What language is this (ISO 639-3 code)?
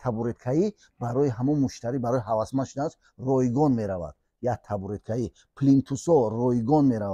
tgk